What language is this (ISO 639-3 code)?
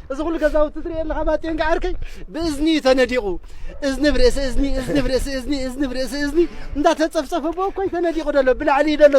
tir